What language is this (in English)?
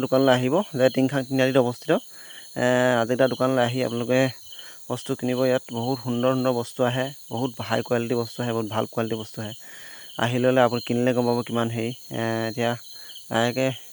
Assamese